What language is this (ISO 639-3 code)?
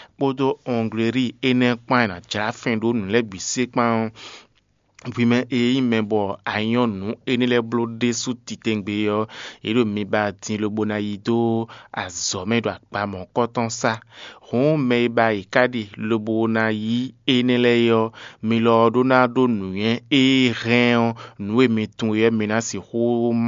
fon